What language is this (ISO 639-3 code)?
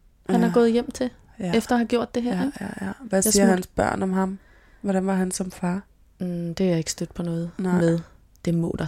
dan